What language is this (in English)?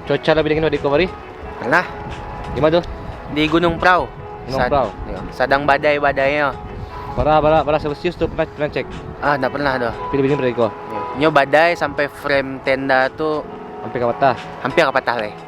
Minangkabau